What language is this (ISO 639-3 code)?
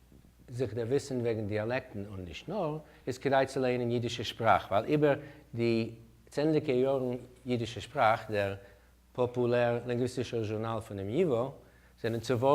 yid